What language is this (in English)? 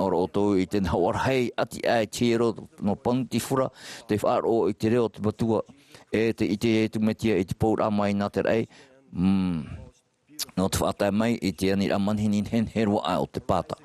Tahitian